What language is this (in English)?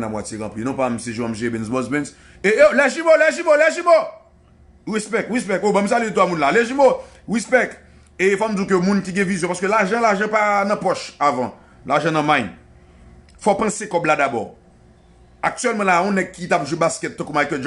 Haitian Creole